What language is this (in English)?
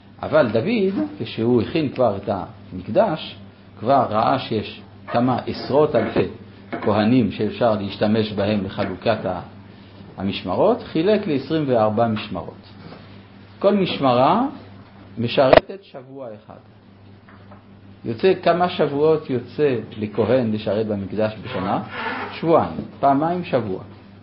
Hebrew